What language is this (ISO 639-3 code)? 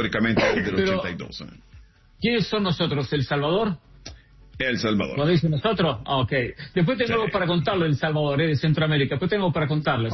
spa